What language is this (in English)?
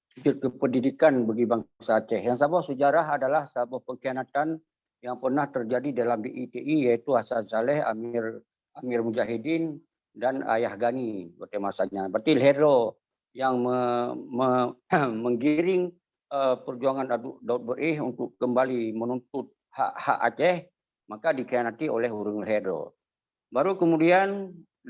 Achinese